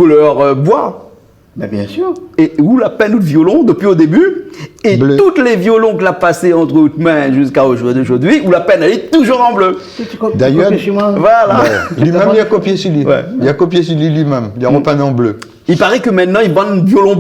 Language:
Réunion Creole French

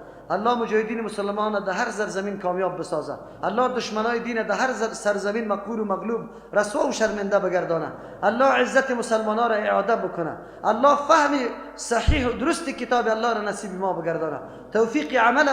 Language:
Persian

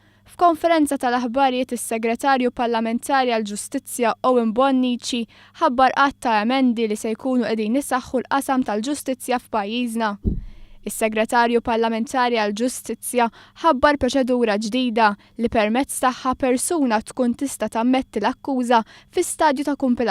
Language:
Maltese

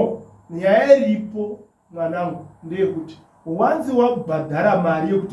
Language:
Shona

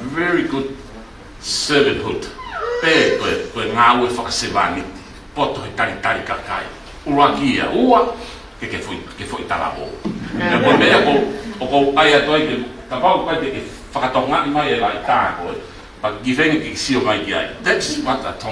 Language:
Tongan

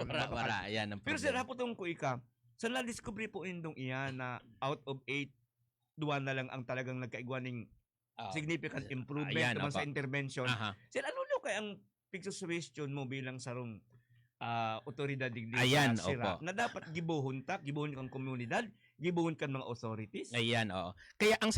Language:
Bikol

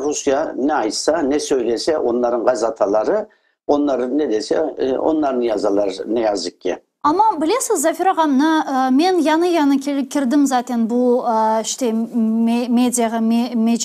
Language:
Crimean Tatar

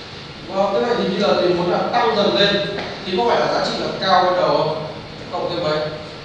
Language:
Vietnamese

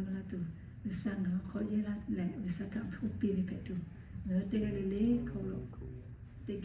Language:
Lahu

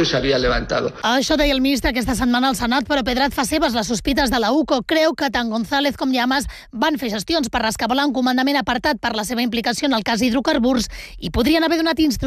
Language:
Catalan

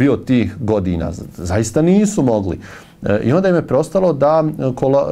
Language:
Bosnian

